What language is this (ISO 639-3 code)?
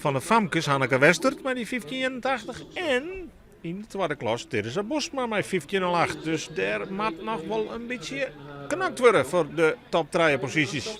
fry